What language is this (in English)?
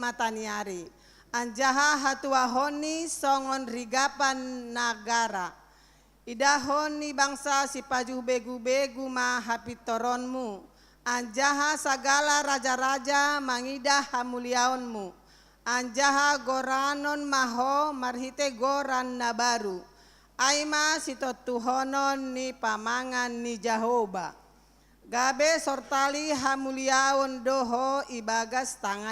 Batak Simalungun